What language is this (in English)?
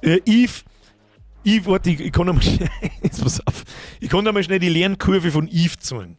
Bavarian